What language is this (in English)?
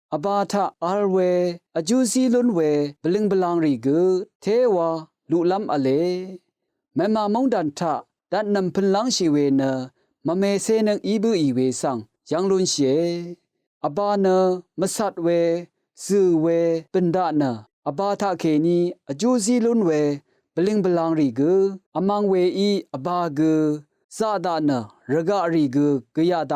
Rawang